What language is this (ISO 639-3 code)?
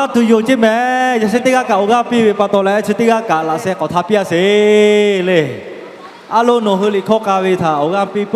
lhu